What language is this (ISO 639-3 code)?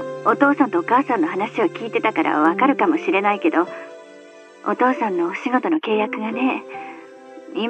jpn